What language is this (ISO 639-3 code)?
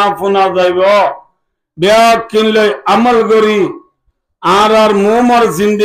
rhg